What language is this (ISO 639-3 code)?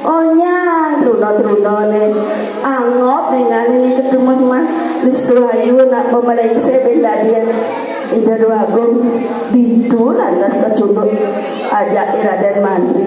ban